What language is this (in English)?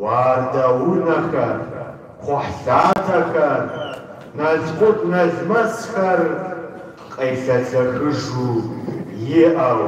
Kabardian